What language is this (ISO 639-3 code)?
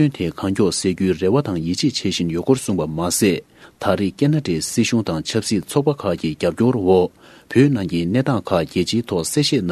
bod